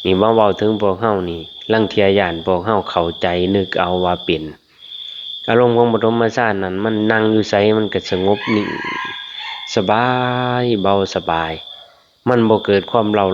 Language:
Lao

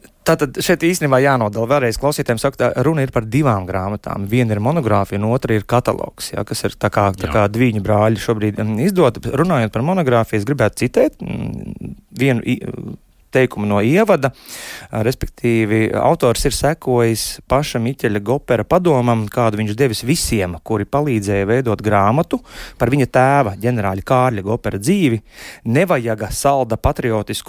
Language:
Latvian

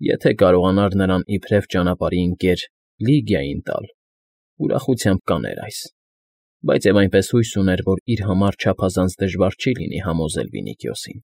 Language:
Armenian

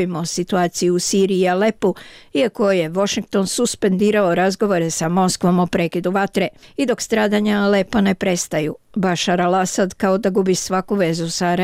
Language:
Croatian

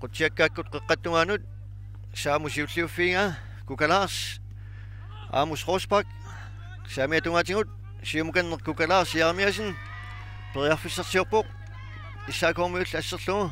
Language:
Kalaallisut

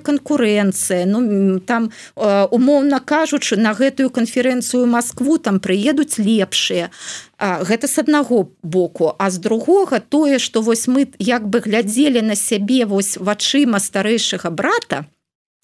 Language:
Belarusian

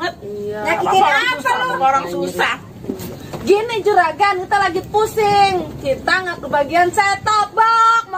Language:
Betawi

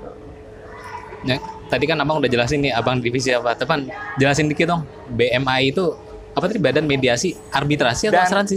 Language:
Indonesian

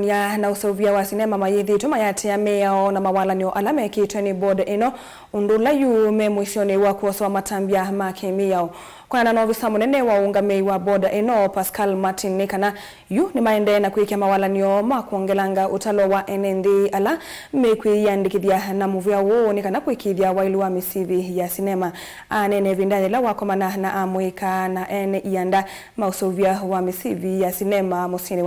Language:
Kamba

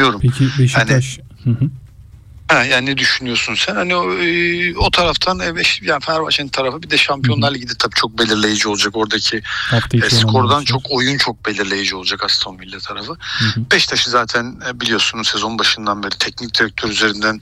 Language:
Turkish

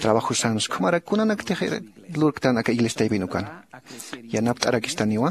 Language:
Aymara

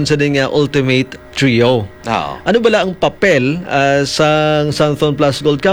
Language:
Hiligaynon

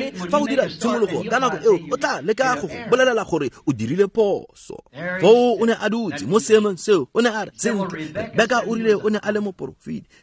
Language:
Tswana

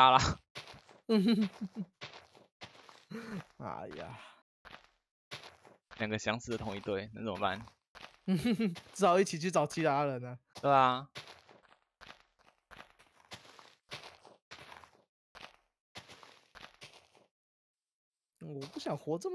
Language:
Chinese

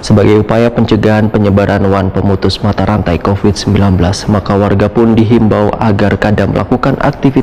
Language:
Banjar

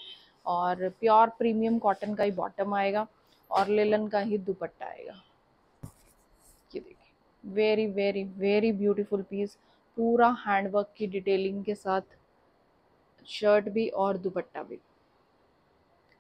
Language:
Hindi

